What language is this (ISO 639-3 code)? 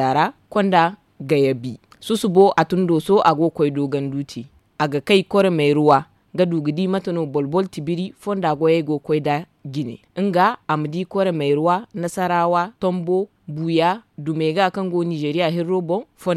dje